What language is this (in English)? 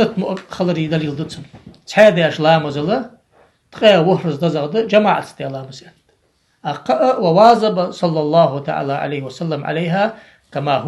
Ingush